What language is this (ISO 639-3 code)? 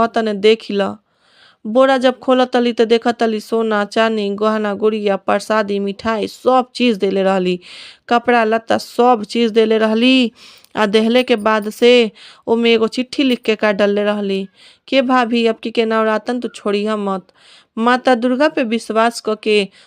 bho